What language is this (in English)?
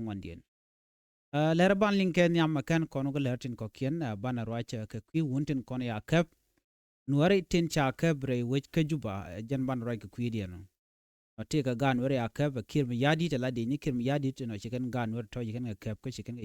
Nuer